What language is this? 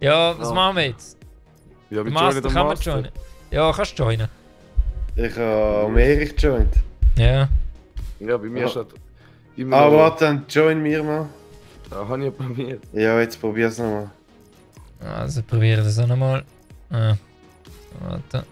Swiss German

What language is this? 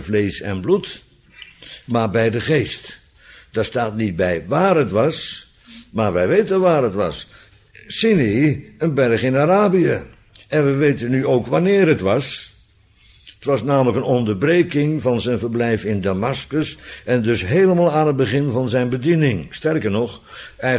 Dutch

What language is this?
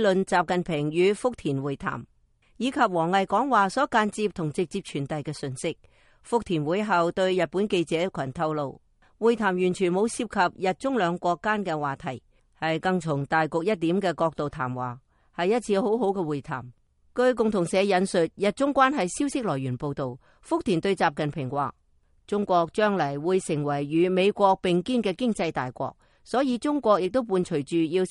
Cantonese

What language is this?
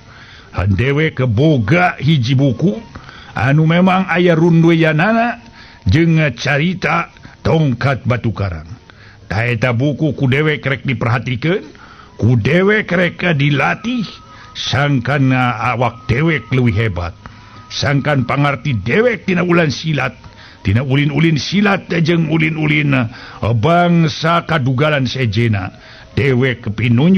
Sundanese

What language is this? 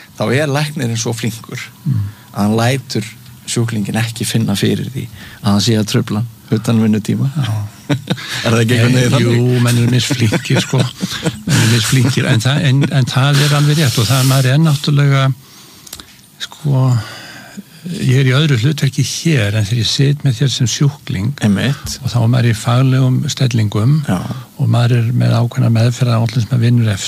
Icelandic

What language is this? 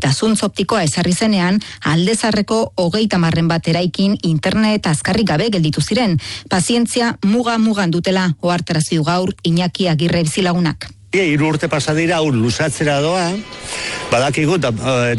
Basque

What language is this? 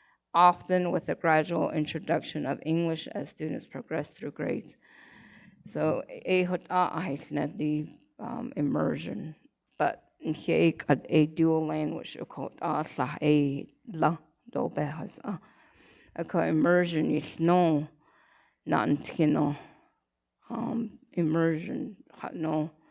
Navajo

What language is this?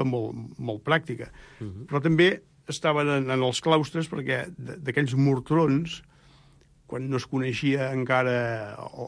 Catalan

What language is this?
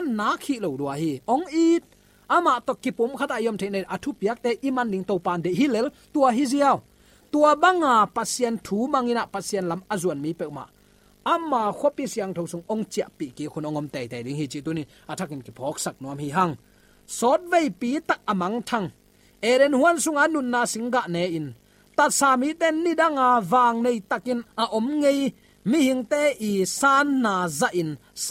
Tedim Chin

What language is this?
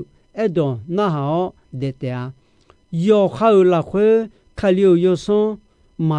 Akha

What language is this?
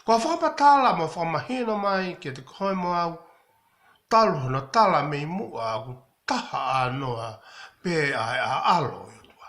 Tongan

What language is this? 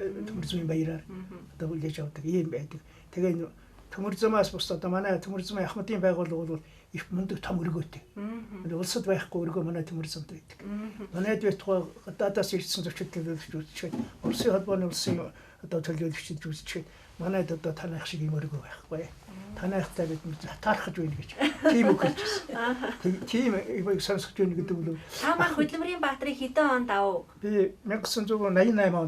Mongolian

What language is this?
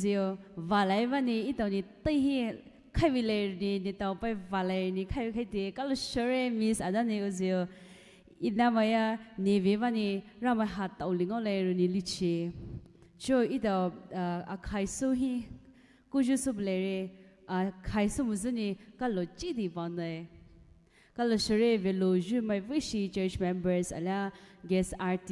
Poumei Naga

